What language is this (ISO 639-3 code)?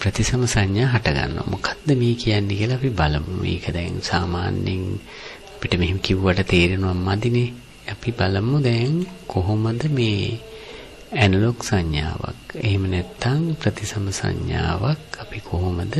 sin